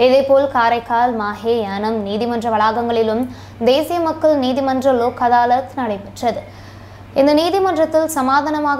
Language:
Tamil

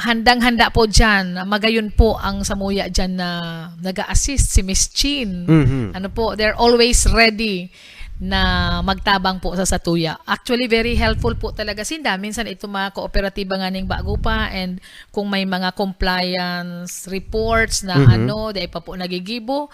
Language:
Bikol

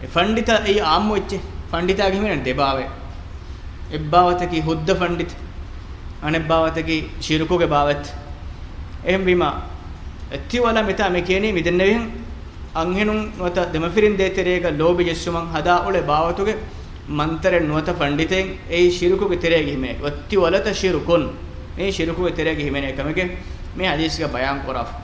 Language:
Divehi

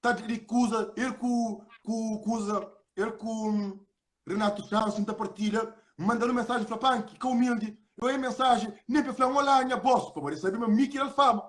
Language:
Kabuverdianu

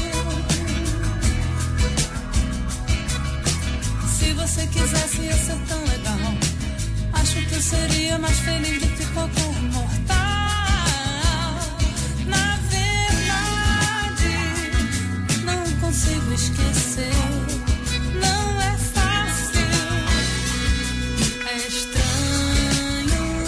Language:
Portuguese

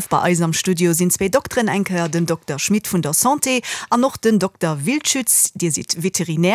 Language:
Luxembourgish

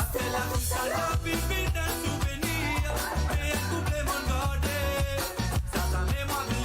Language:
Morisyen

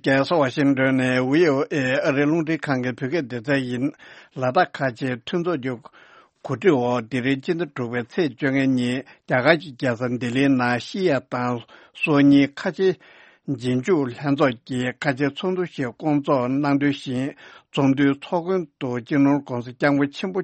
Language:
Tibetan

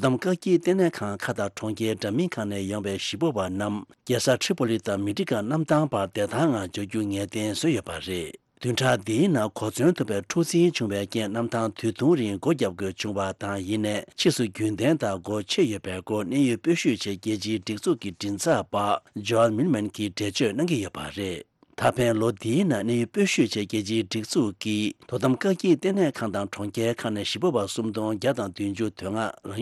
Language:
Tibetan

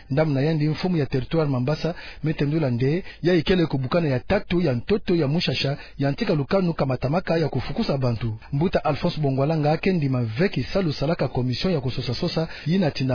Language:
Kituba (Democratic Republic of Congo)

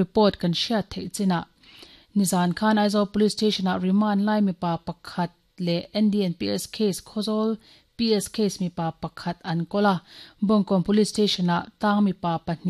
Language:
Mizo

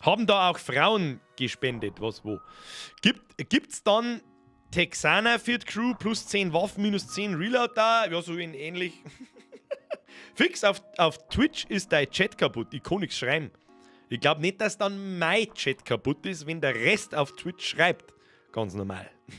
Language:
Bavarian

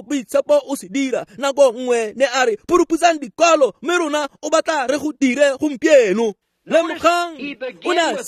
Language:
Tswana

